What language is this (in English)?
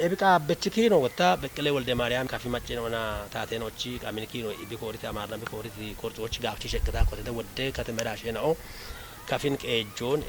Kafa